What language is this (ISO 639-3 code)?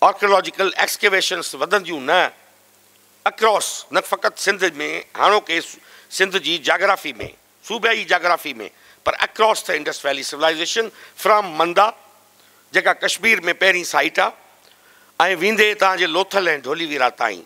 snd